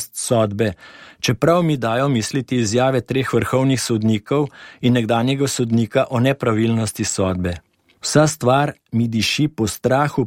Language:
Slovenian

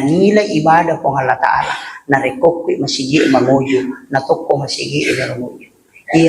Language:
Buginese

